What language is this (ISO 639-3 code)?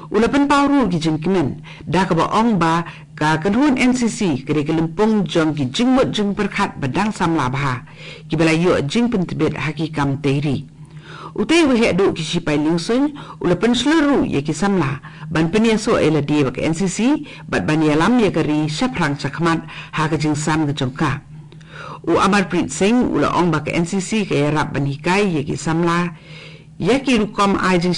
kha